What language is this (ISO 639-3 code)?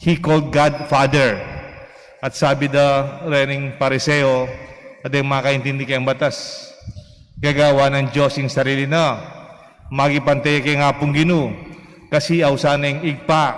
pam